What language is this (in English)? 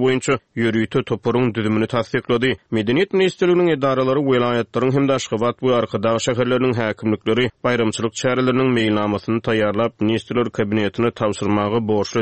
Turkmen